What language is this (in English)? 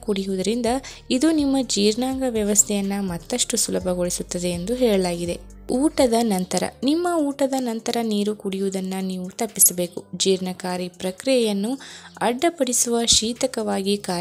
Kannada